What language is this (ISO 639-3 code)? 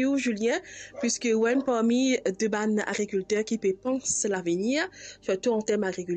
mfe